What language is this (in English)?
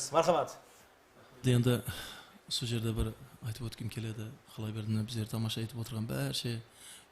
Kara-Kalpak